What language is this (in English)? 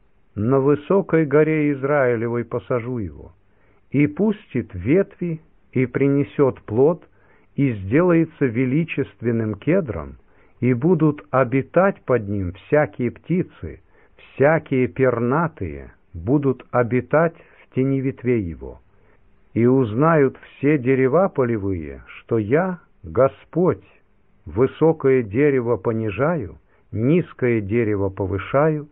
Russian